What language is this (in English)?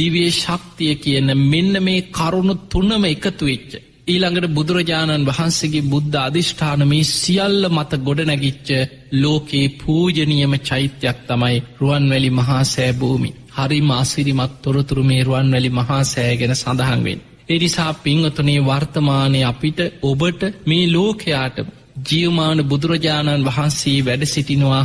Sinhala